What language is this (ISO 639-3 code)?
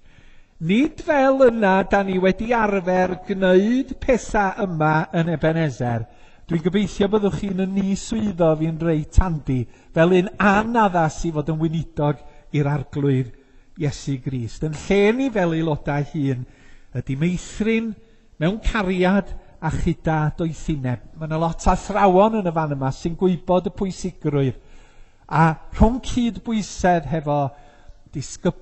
cym